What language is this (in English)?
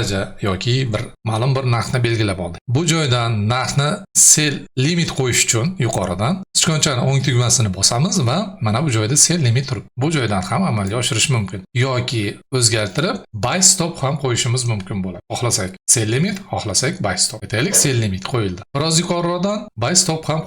Uzbek